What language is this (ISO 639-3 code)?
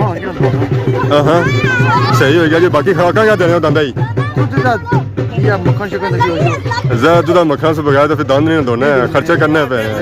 phr